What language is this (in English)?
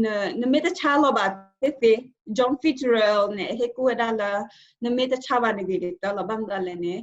S'gaw Karen